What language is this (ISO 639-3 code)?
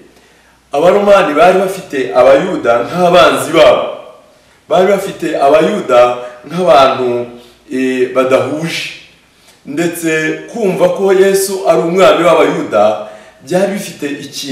kin